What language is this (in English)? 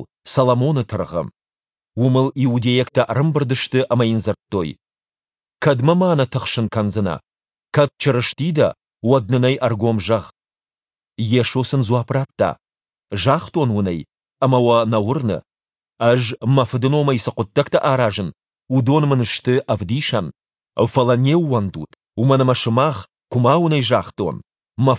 Ossetic